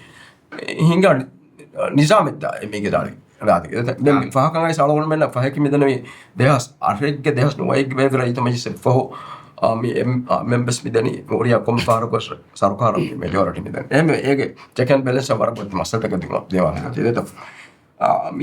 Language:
Divehi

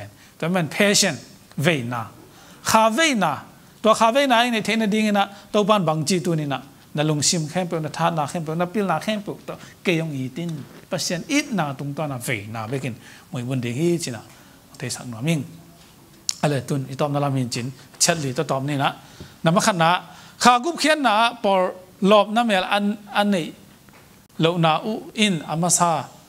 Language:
Tedim Chin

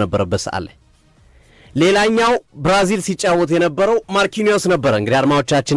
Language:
Amharic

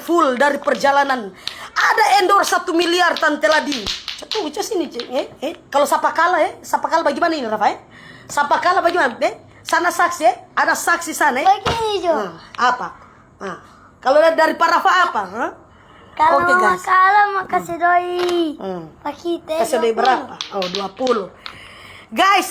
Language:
Manado Malay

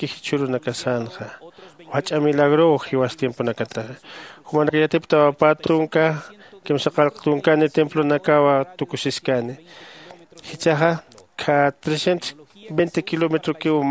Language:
Aymara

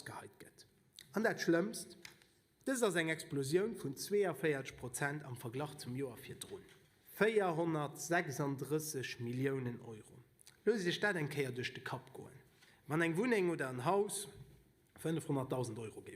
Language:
Luxembourgish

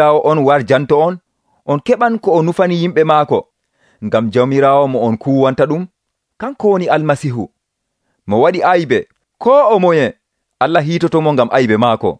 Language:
Nigerian Fulfulde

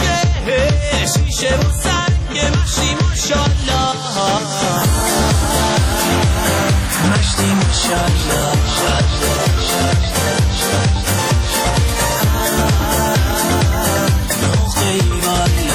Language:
Persian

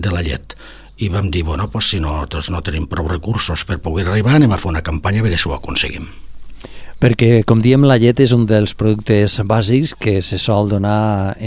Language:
Catalan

